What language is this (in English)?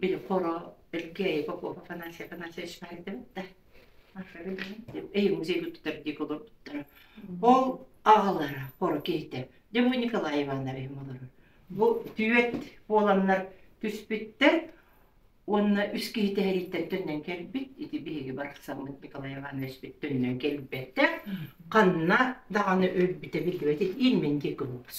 Yakut